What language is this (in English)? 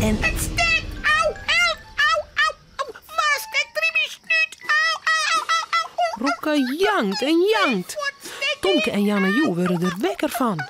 Western Frisian